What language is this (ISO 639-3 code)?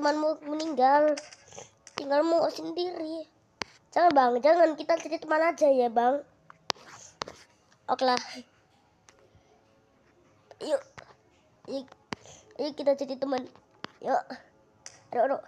ind